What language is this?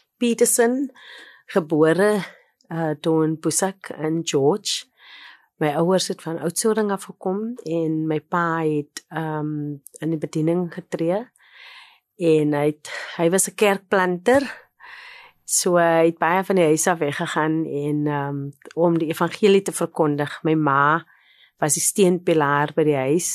Afrikaans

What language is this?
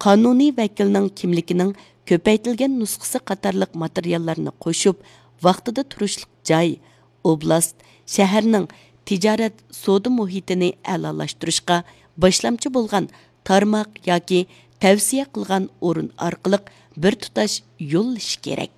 Uyghur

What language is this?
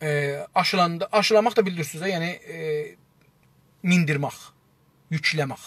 South Azerbaijani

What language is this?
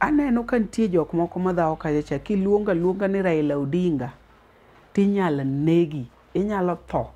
Luo (Kenya and Tanzania)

